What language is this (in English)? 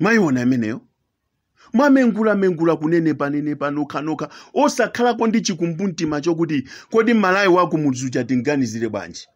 Nyanja